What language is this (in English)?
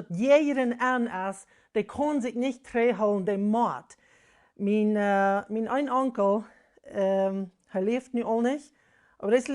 Plautdietsch